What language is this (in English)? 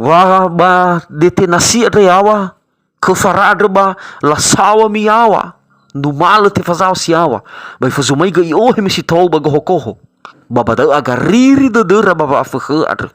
Nias